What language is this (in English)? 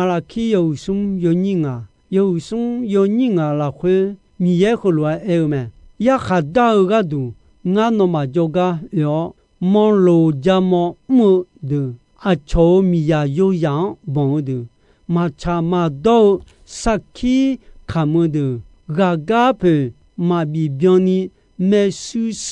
Akha